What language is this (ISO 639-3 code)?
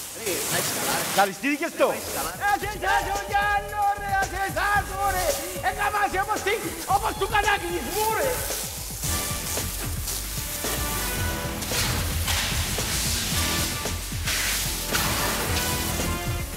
ell